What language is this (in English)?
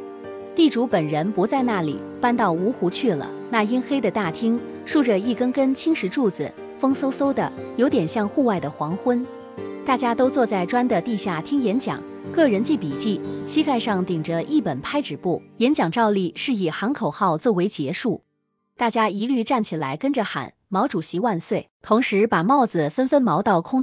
Chinese